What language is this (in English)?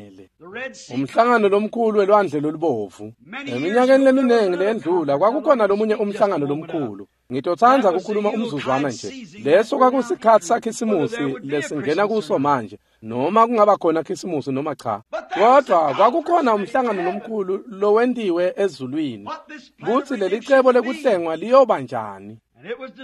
Swati